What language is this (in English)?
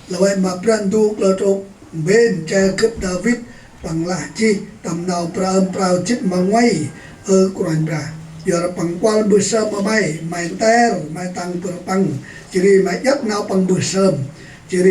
Central Mnong